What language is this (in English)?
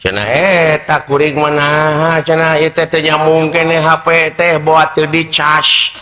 Sundanese